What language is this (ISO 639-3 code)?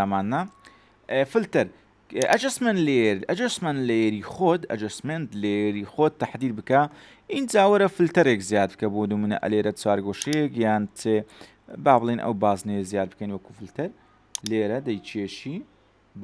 ckb